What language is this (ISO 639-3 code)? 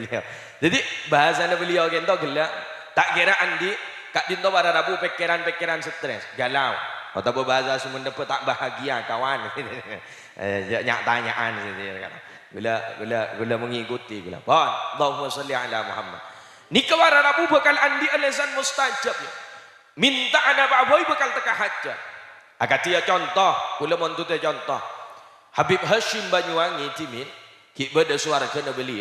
mad